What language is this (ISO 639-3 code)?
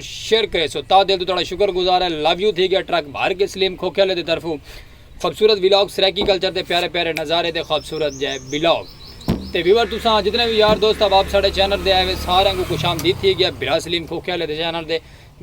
skr